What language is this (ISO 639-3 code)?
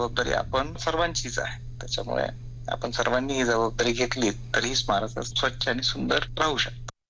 mar